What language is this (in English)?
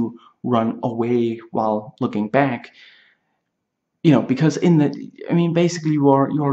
English